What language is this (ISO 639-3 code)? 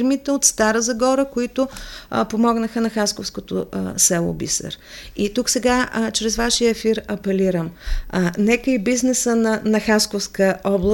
bul